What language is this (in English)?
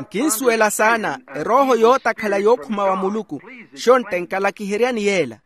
Makhuwa